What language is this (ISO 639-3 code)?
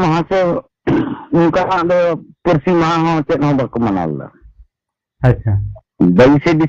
sat